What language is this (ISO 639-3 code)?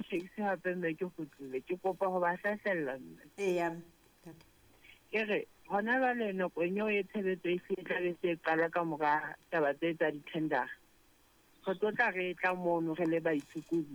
sot